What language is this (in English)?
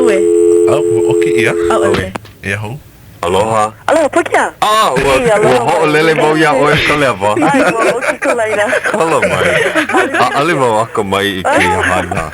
Hawaiian